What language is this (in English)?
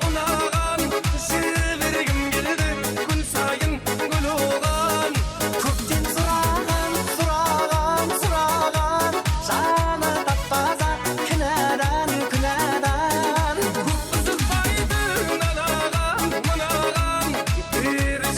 Kara-Kalpak